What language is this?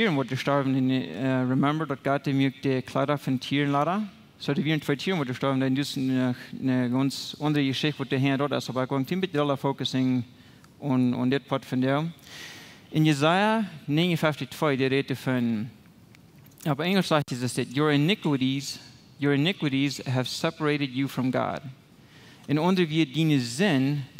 Plautdietsch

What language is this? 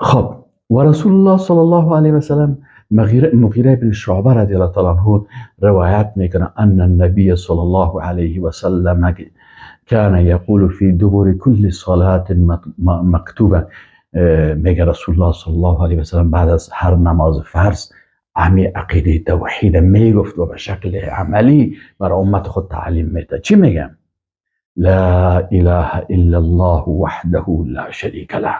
Persian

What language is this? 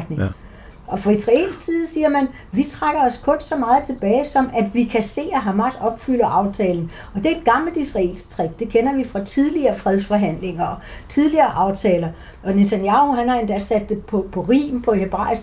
Danish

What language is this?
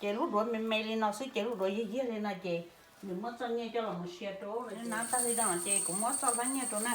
Hmong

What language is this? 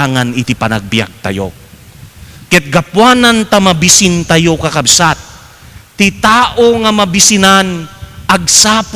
Iloko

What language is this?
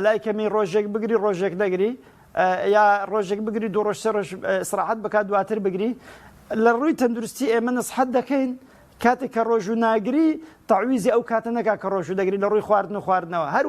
Central Kurdish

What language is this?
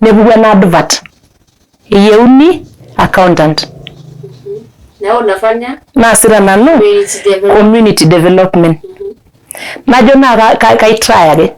Masai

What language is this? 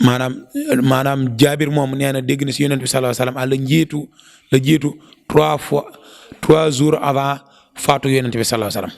Wolof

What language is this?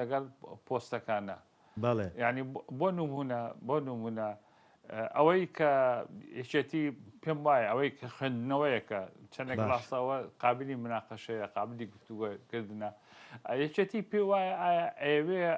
Central Kurdish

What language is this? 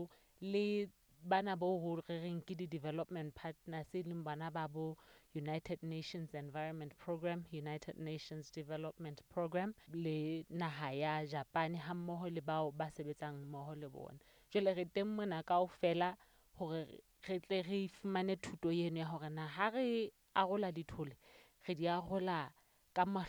Southern Sotho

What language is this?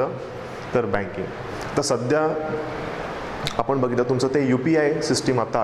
Marathi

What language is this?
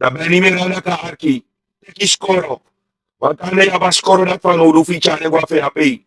Sranan Tongo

